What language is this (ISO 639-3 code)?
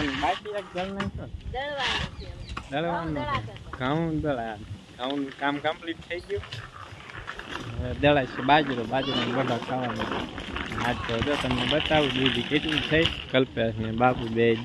guj